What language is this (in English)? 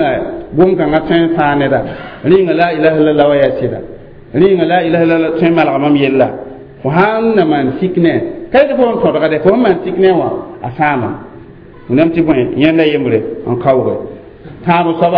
Mossi